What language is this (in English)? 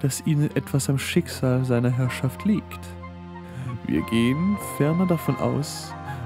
German